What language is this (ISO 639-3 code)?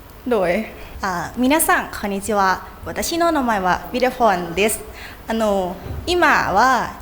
lao